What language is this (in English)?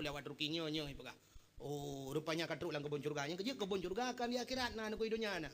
Achinese